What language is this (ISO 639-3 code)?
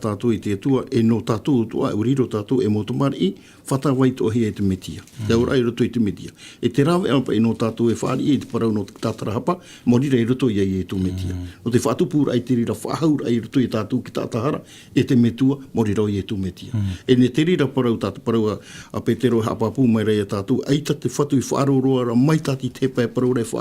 tah